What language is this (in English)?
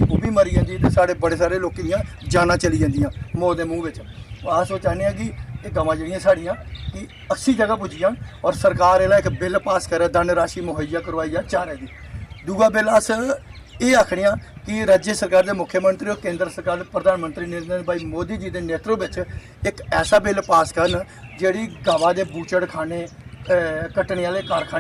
Dogri